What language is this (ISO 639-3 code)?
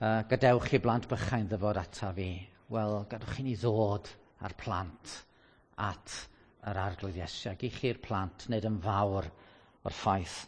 cym